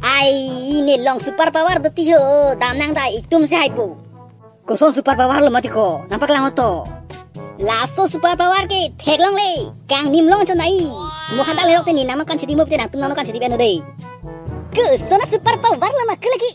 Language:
Karbi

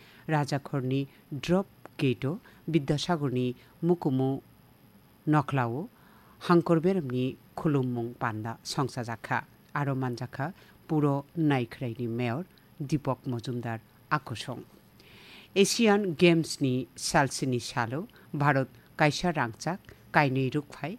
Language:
Kok Borok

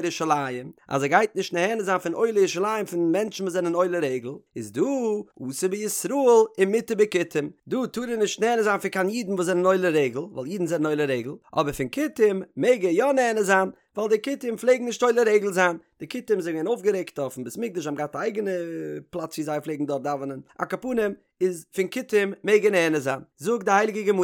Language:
Yiddish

